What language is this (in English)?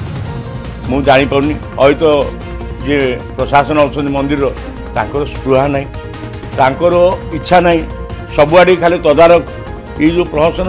Odia